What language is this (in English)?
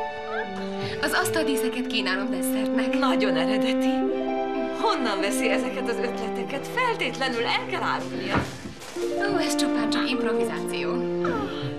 Hungarian